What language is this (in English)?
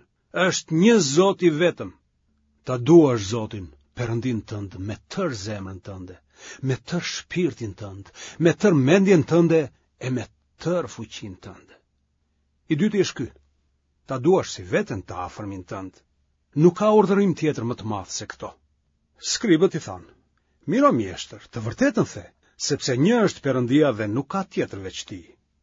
Albanian